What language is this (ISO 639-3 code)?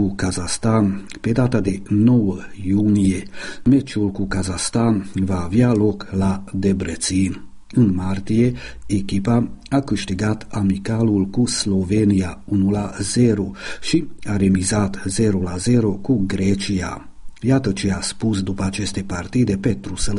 ron